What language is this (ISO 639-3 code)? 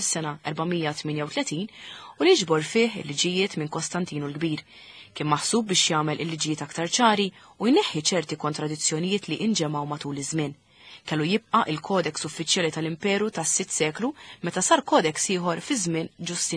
mlt